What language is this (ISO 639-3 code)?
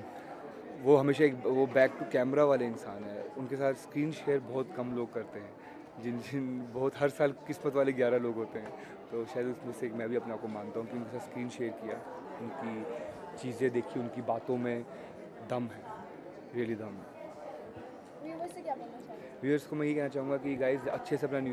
hin